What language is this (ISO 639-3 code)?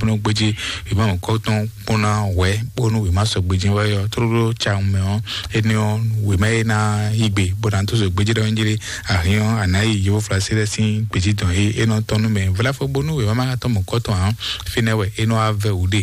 fon